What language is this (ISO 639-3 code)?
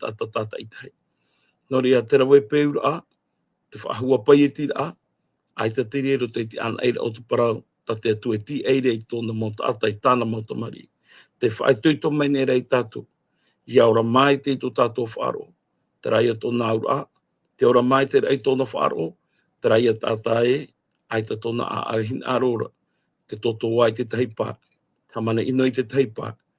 tah